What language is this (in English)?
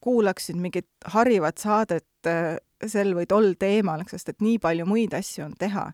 Estonian